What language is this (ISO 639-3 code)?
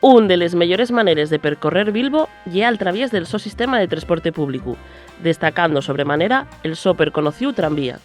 ast